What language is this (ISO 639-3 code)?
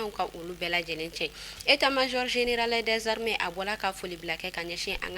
bam